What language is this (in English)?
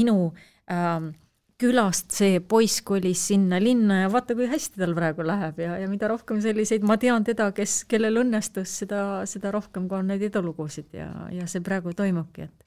Estonian